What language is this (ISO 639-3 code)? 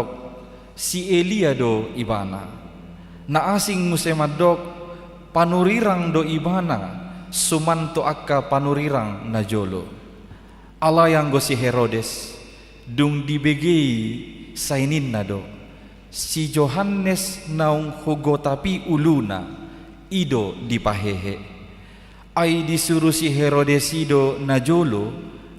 bbc